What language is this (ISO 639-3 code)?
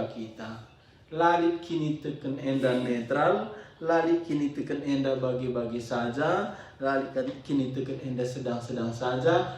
btx